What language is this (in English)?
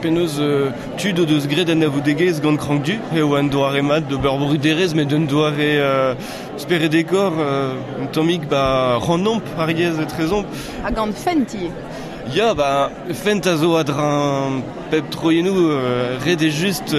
Breton